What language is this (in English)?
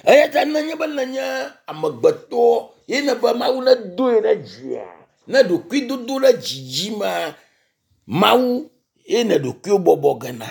Ewe